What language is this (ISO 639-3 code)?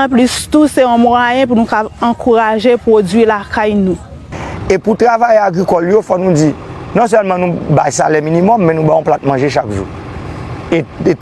hat